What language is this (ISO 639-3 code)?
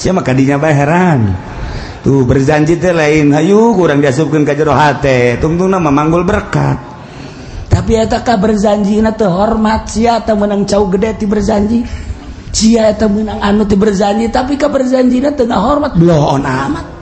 sun